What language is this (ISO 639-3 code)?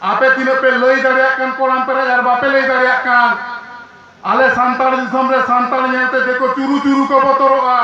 sat